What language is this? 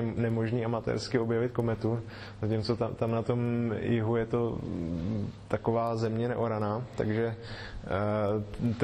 Czech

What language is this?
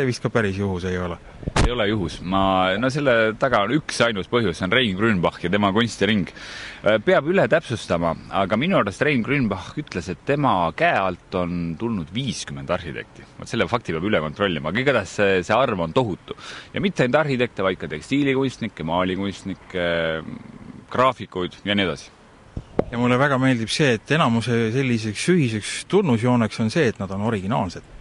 Estonian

